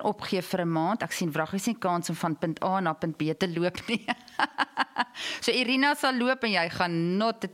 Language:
Afrikaans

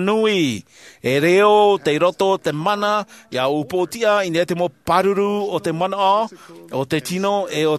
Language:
Tahitian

